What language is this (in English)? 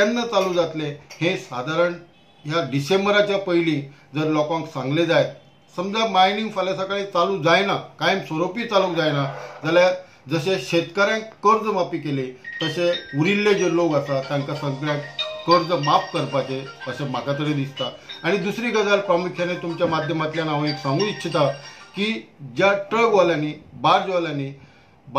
Konkani